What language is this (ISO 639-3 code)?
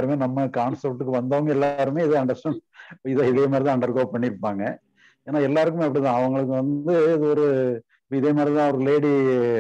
tam